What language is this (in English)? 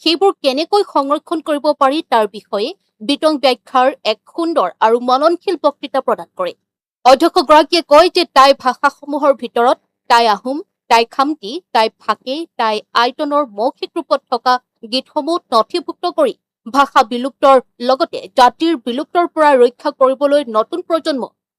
Assamese